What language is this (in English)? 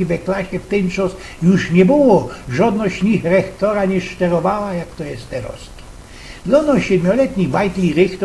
Silesian